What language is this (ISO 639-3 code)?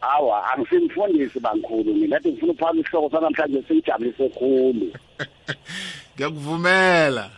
nbl